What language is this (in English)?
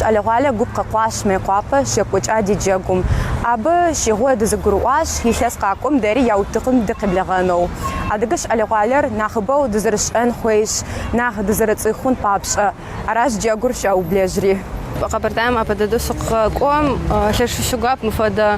Kabardian